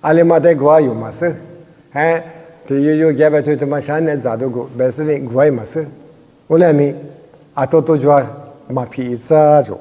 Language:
Lisu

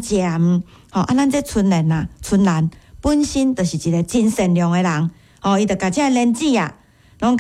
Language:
Min Nan Chinese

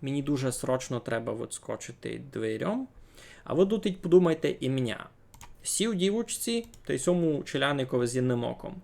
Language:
Rusyn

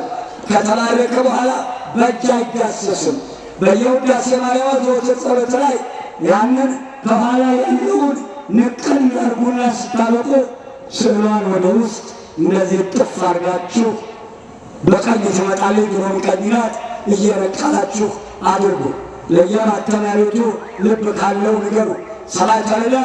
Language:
Amharic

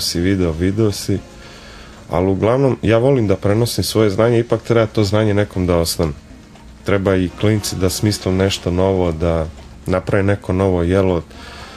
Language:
Serbian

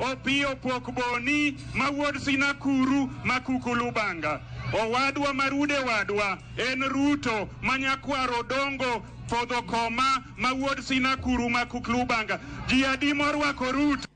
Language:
Luo (Kenya and Tanzania)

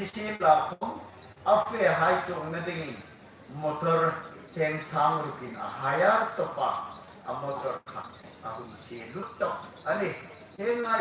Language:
Hmar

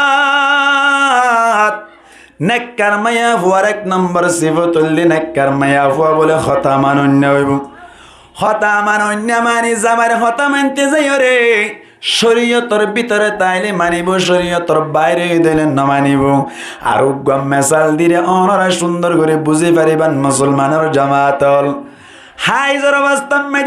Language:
Rohingya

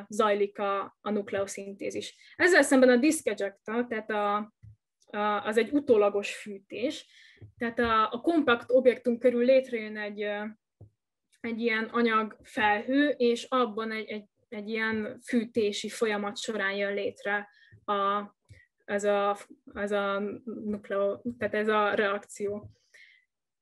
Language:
Hungarian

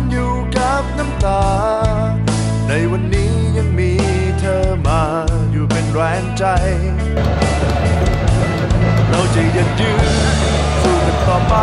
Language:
Thai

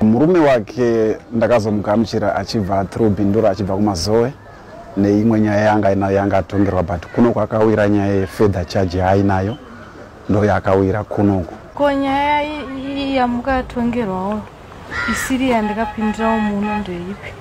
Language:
Shona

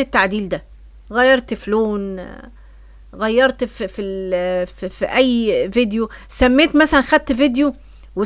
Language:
Egyptian Arabic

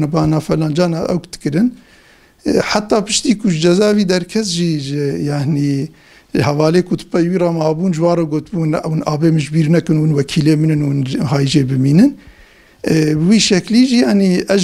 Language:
Kurdish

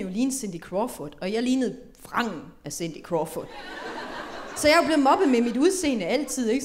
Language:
Danish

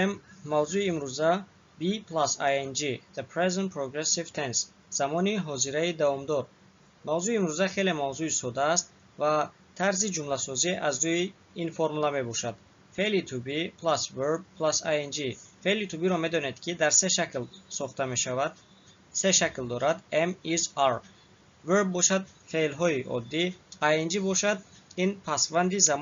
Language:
Tajik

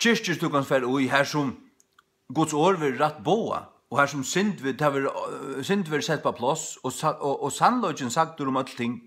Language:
Faroese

